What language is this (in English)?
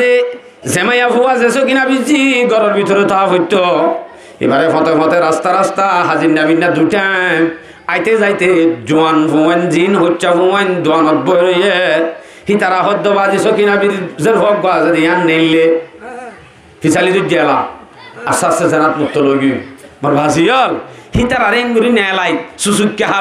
Rohingya